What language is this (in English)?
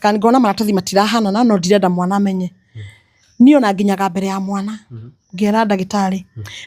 Kikuyu